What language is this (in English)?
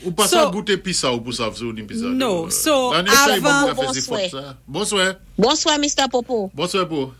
Saint Lucian Creole French